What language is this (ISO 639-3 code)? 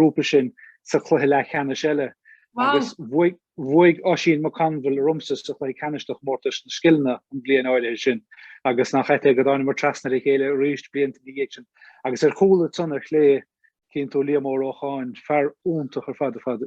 gle